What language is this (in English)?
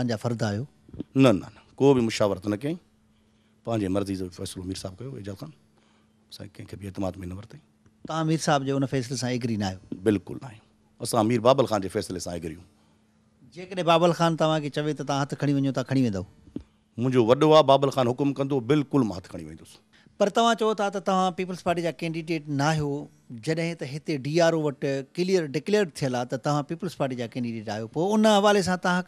Sindhi